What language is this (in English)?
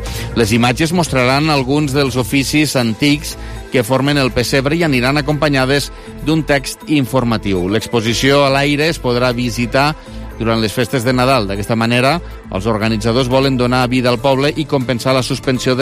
Catalan